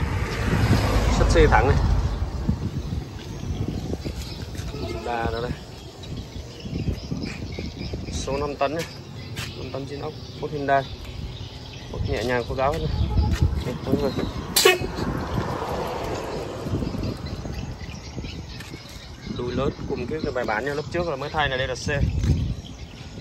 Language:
Vietnamese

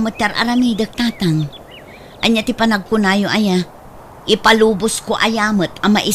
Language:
Iloko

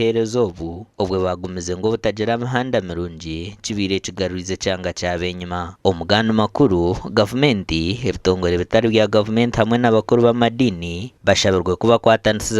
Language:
Nyankole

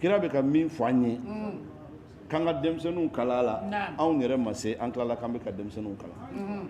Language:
Bambara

